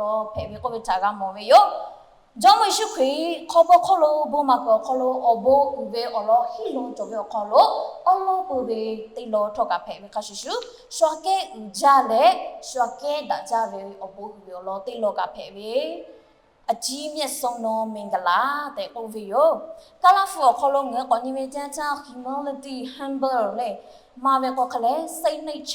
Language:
Lahu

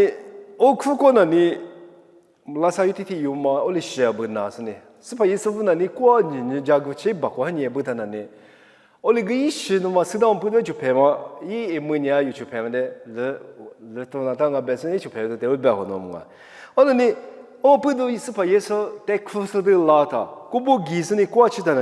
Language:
Lisu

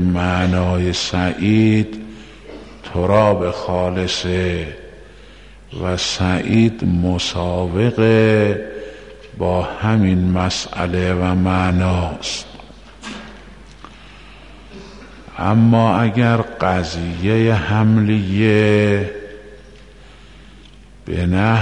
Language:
Persian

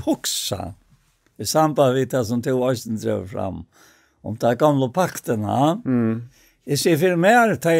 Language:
Faroese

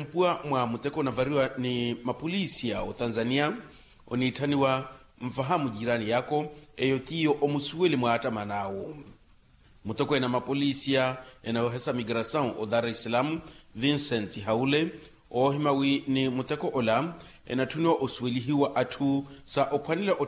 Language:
Makhuwa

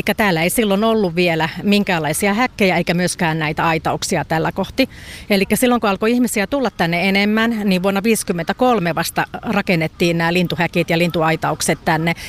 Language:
Finnish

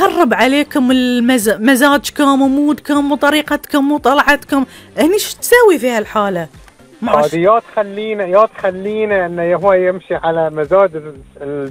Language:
Gulf Arabic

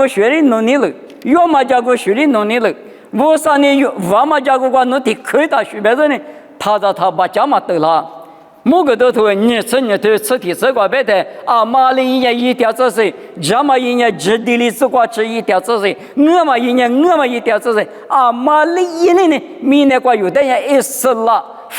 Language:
Lisu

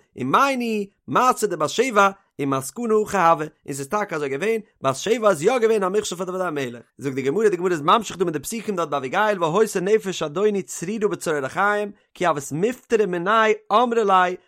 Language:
Yiddish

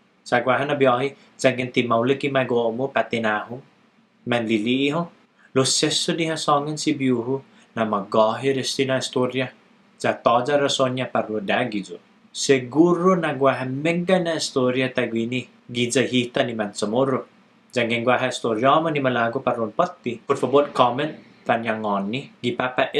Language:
Chamorro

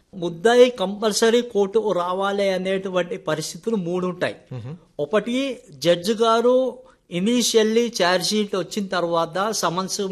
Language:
Telugu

